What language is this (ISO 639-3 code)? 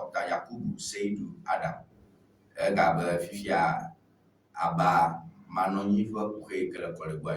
ewe